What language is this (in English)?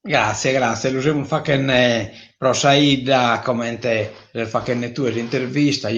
Sardinian